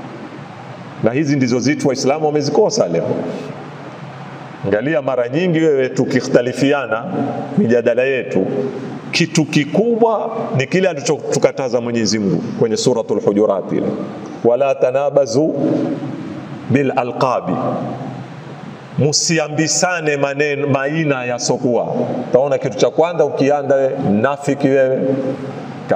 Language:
Swahili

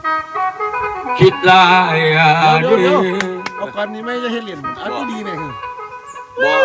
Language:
Lao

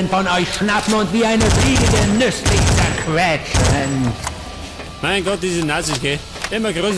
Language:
Bavarian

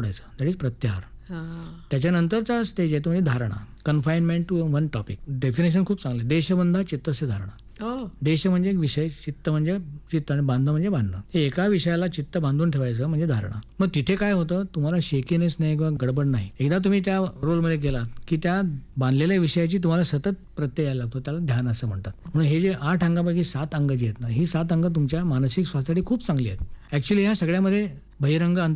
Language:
Marathi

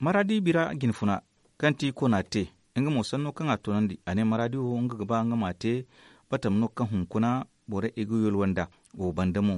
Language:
Zarma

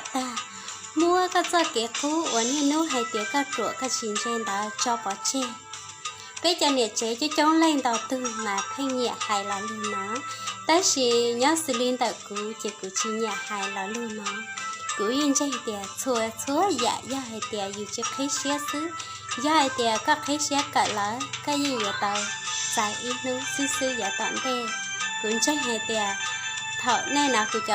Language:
Hmong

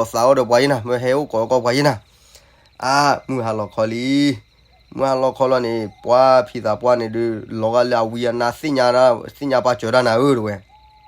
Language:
S'gaw Karen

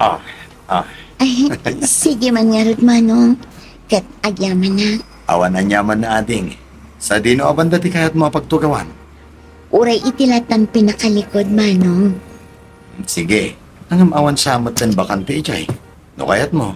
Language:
Iloko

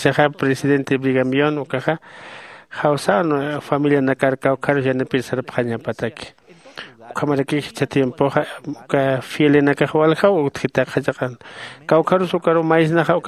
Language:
Aymara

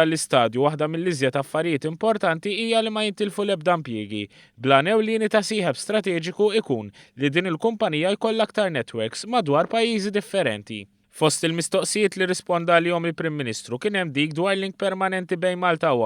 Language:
Maltese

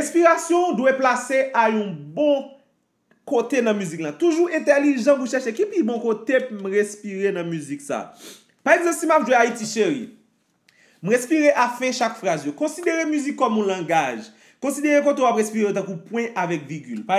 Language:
Haitian Creole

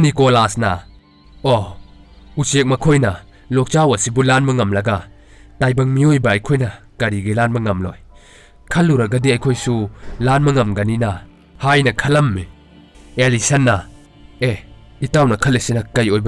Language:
Manipuri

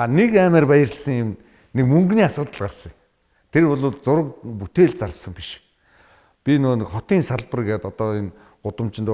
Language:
Mongolian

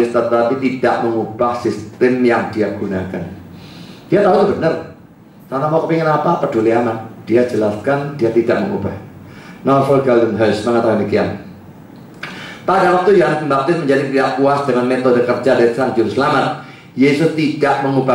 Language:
Indonesian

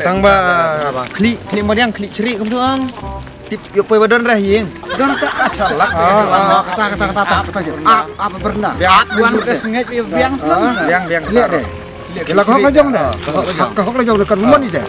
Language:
Khasi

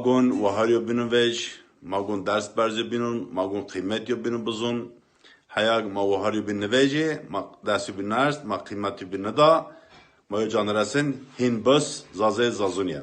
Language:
Zaza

